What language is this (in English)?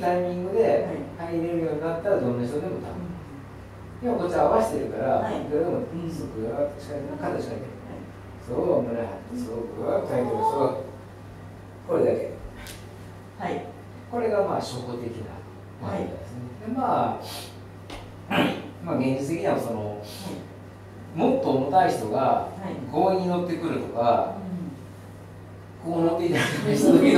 Japanese